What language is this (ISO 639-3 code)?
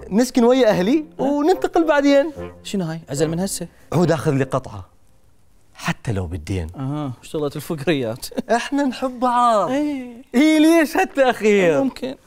acm